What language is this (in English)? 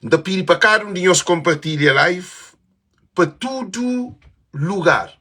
Kabuverdianu